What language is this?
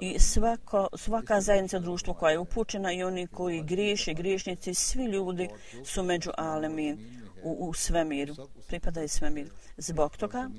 Bosnian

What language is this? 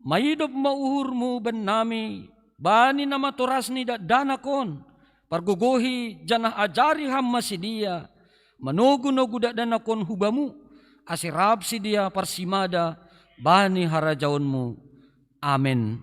Batak Simalungun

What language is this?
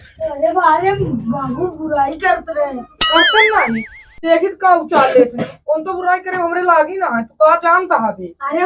Awadhi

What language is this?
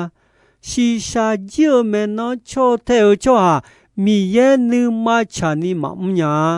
Akha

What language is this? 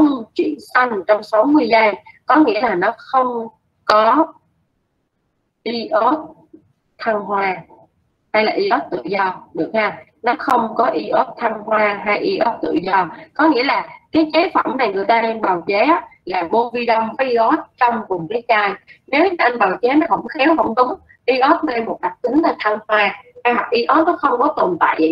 Vietnamese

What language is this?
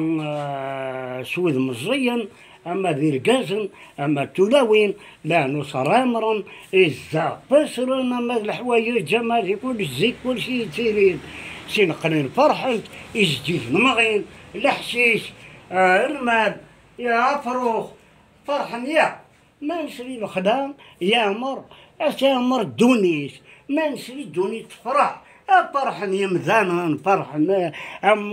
Kabyle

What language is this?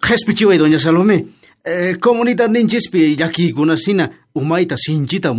South Bolivian Quechua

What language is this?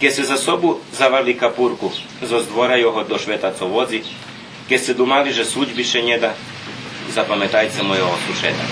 Rusyn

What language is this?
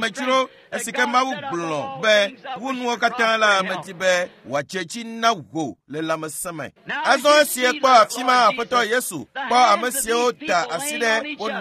Ewe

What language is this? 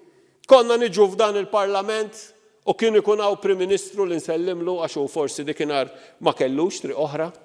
Maltese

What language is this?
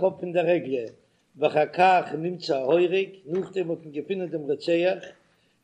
Yiddish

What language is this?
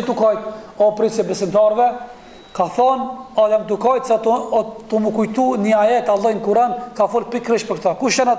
Albanian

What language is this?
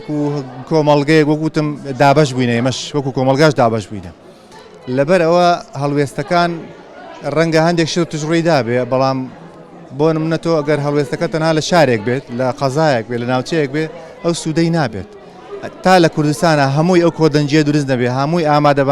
Central Kurdish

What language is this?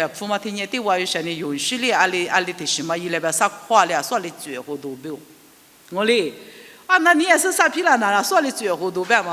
Lisu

